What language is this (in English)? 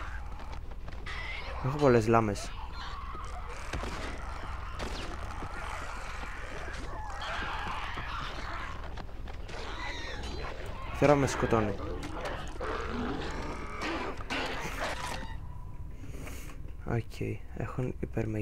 Greek